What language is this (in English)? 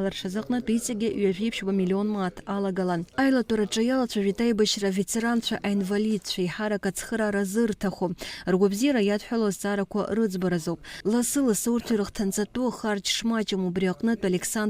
Abkhazian